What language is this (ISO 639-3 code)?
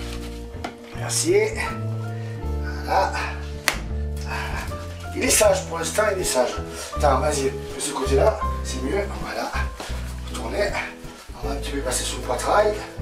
fra